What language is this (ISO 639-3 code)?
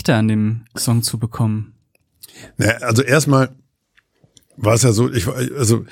deu